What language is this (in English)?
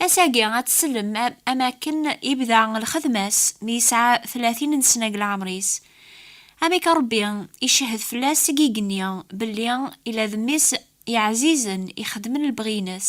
Kabyle